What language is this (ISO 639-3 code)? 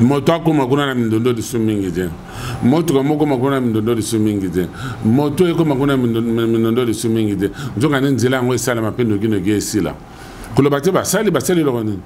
lin